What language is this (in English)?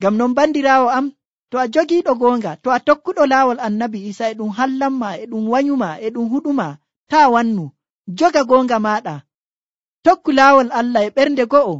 Nigerian Fulfulde